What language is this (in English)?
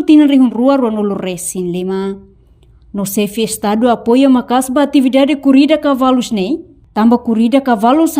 Tetum